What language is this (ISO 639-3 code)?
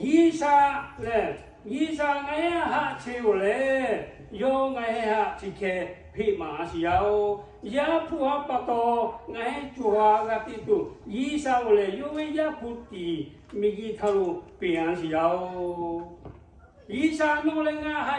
lhu